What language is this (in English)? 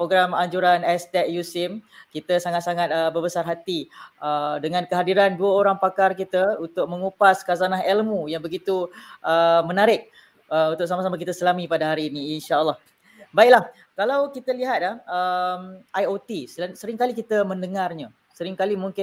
Malay